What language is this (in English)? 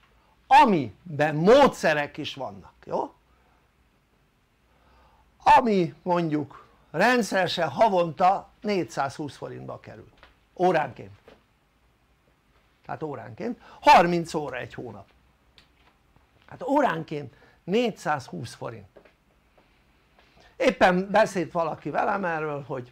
Hungarian